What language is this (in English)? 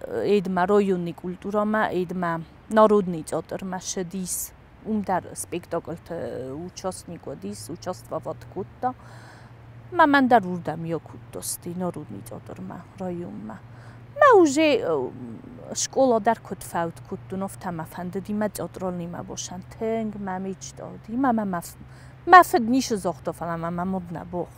Ossetic